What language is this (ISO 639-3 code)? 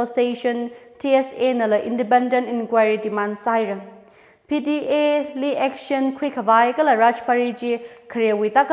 nmf